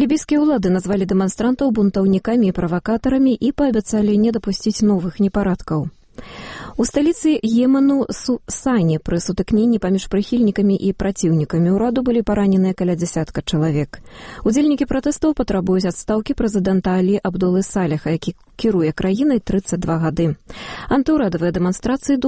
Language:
Belarusian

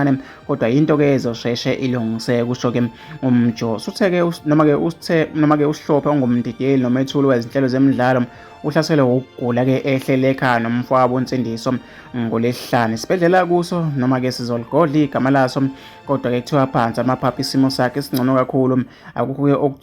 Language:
Zulu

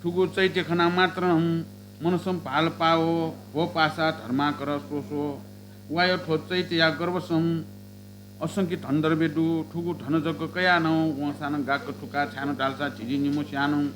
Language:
Newari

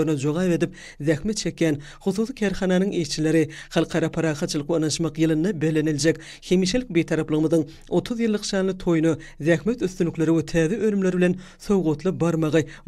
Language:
Turkmen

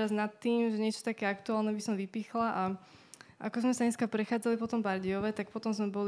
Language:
Slovak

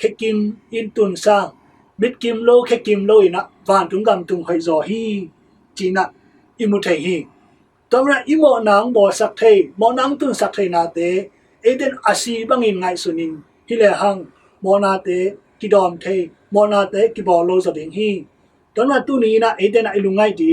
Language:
Tedim Chin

